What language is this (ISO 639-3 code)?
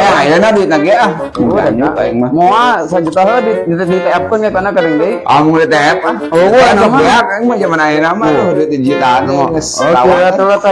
sun